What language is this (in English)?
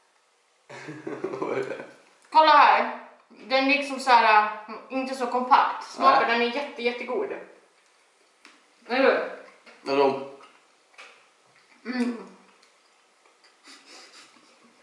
Swedish